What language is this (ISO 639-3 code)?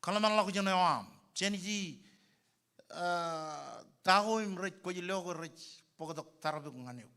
mah